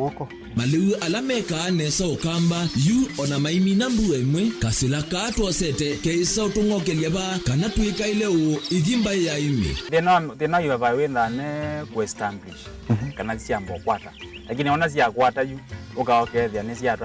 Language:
Kamba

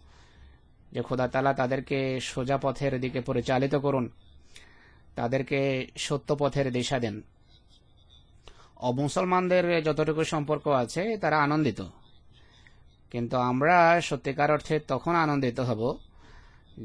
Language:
Bangla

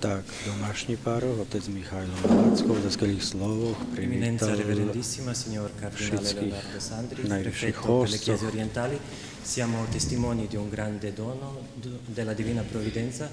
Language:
Rusyn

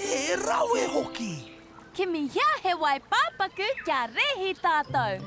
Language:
Māori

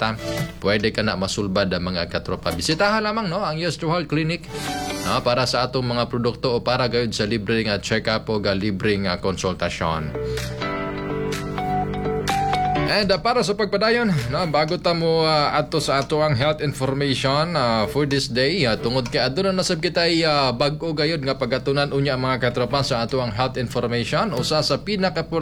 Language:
Cebuano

